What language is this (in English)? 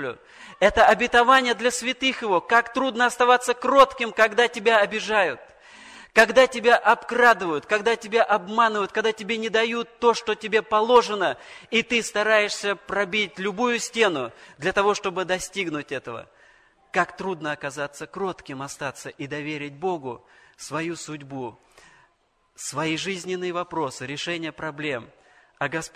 Russian